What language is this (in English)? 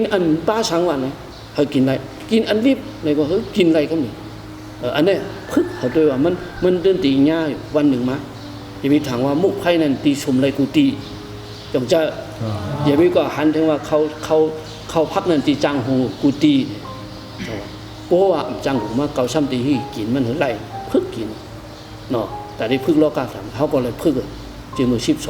Shan